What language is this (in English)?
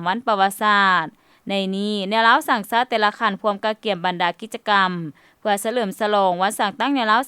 Lao